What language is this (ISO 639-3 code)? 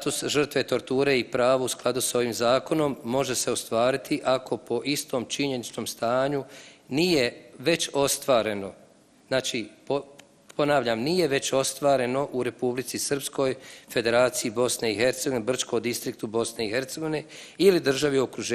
bos